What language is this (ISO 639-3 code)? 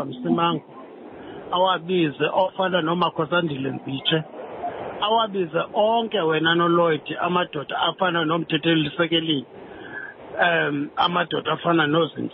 xho